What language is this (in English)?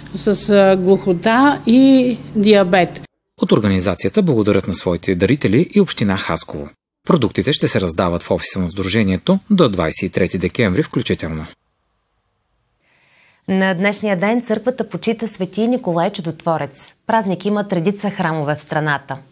Bulgarian